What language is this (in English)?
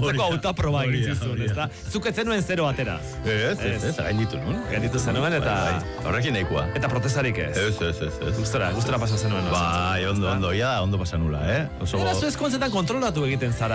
Basque